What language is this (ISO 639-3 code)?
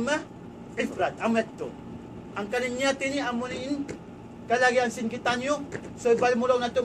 tsg